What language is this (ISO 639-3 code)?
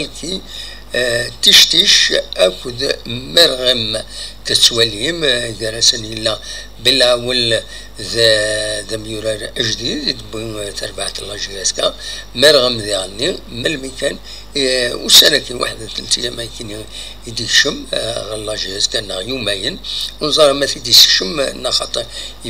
kab